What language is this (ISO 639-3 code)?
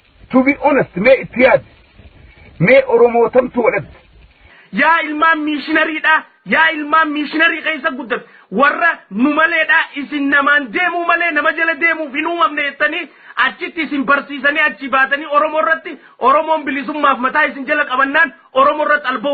orm